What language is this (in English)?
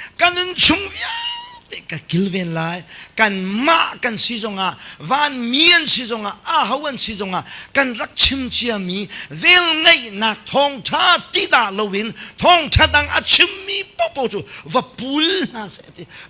Hakha Chin